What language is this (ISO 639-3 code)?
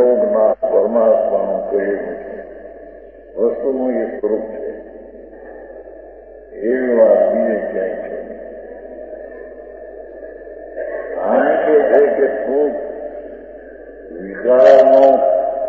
guj